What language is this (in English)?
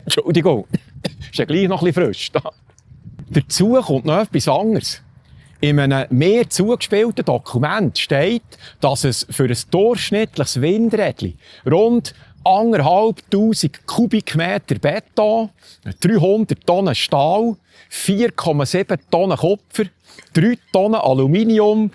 Swiss German